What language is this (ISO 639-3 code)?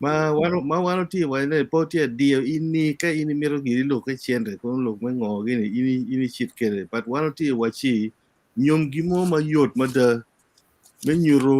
ach